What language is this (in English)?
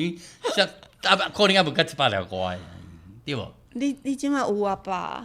Min Nan Chinese